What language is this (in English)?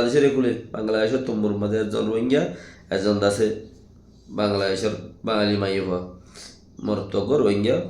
Rohingya